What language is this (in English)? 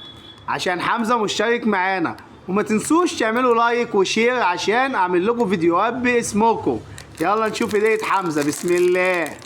Egyptian Arabic